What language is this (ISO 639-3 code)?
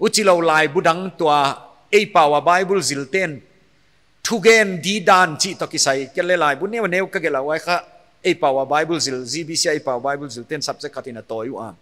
pck